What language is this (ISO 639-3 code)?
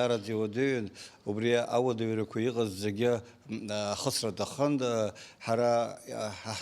abk